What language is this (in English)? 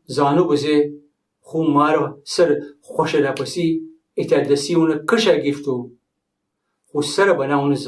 Gilaki